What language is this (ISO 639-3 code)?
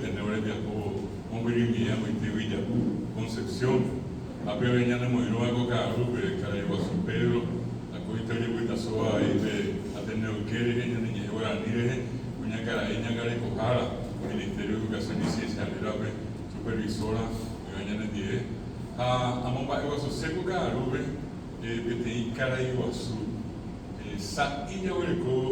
grn